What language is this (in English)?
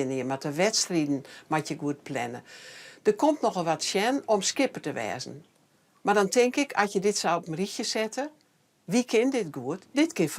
Western Frisian